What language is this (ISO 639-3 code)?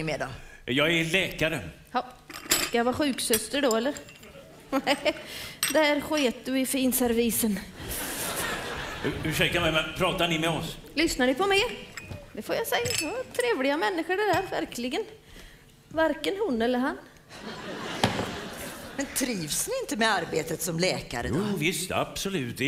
swe